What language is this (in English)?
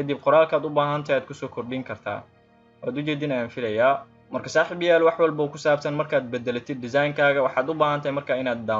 Somali